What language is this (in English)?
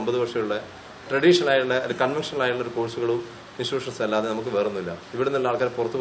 Malayalam